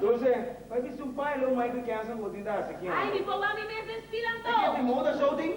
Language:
Papiamento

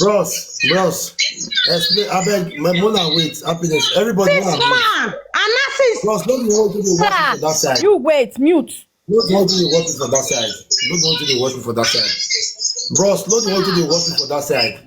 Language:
Nigerian Pidgin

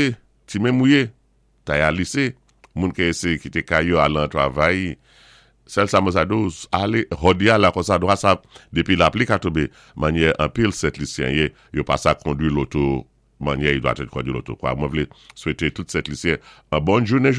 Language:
Saint Lucian Creole French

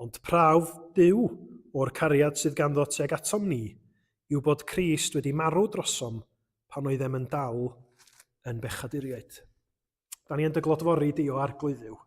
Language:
Welsh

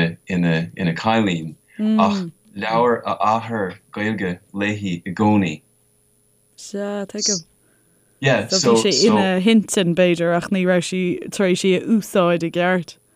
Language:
Irish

